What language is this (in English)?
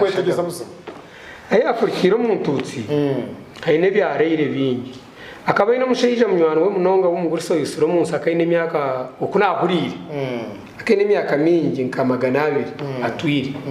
Nyankole